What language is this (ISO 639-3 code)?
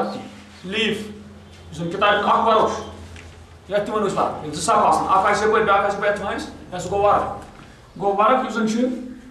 kas